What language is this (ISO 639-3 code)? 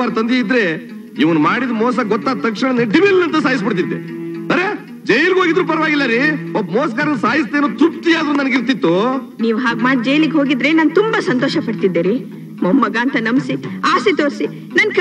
kan